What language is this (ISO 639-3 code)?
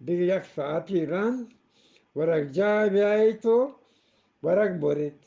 bgp